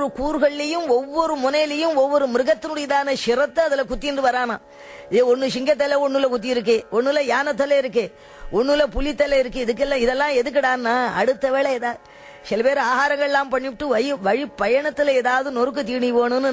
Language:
Tamil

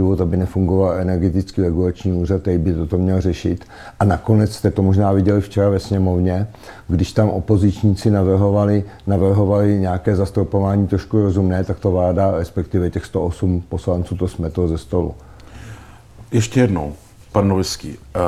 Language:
Czech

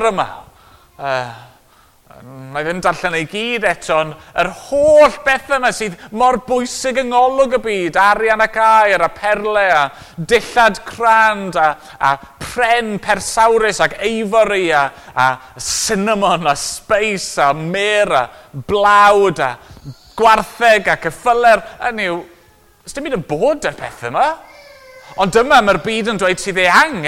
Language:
Welsh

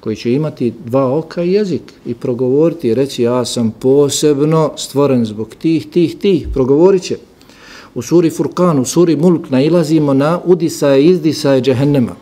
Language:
Bosnian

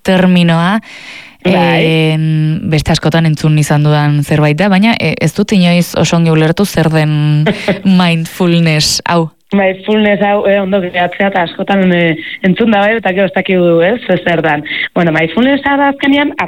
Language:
Basque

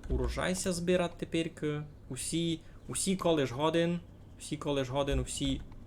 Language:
Rusyn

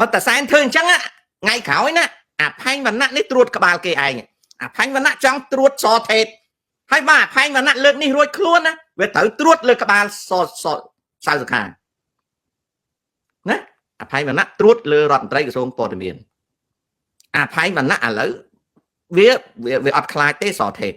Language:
Khmer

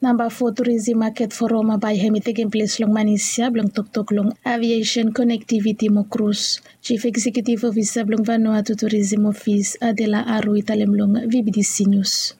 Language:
Bislama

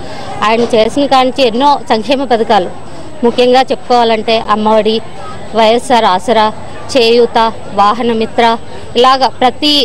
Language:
Telugu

